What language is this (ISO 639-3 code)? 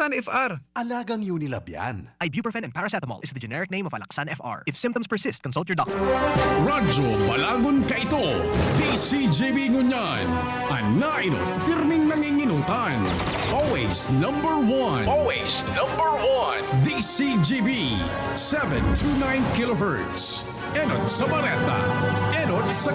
bik